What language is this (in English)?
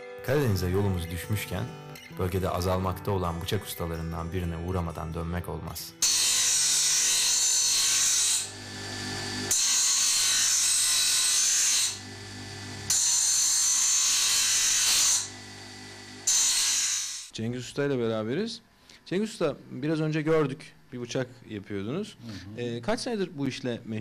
Turkish